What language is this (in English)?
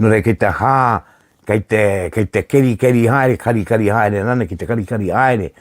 Māori